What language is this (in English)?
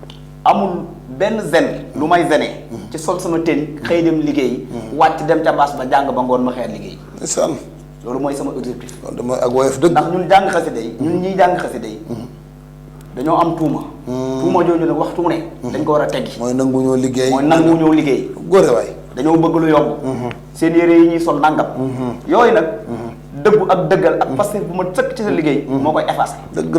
Wolof